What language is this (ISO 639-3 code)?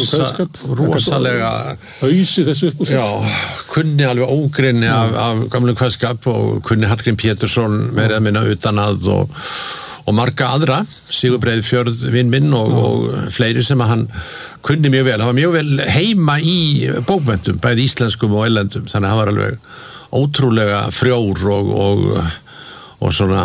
isl